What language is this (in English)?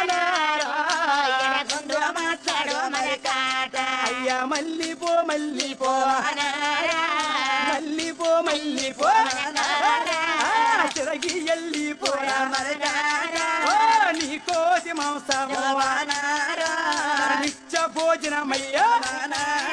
Telugu